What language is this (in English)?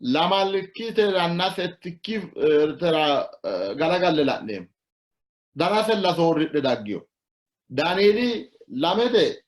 Sidamo